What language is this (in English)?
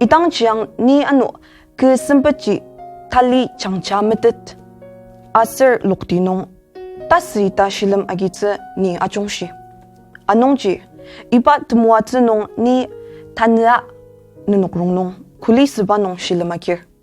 Ao Naga